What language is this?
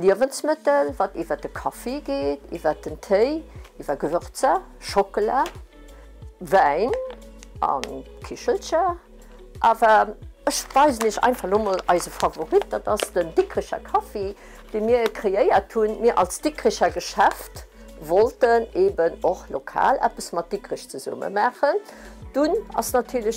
Luxembourgish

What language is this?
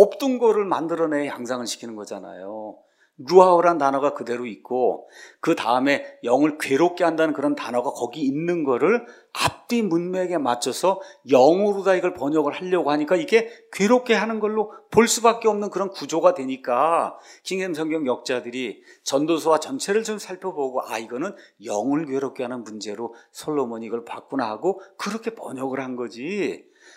Korean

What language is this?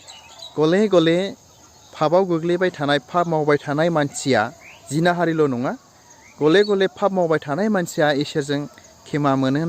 Bodo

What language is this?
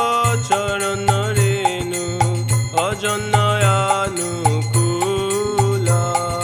Bangla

